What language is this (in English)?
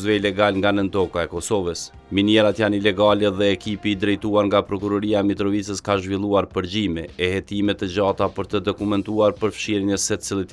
Albanian